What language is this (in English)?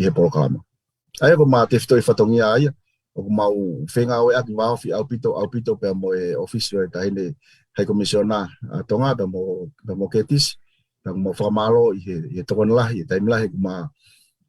Tongan